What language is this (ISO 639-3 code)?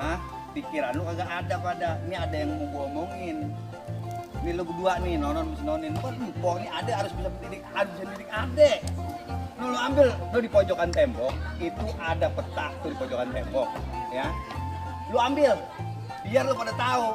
bew